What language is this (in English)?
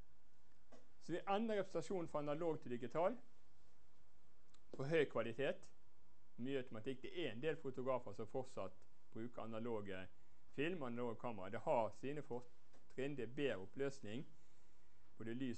Norwegian